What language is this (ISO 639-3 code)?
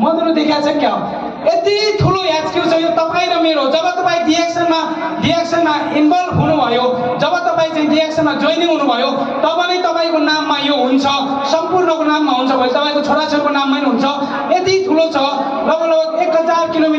nep